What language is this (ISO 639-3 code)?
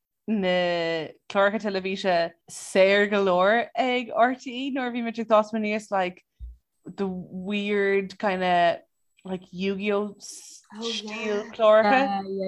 gle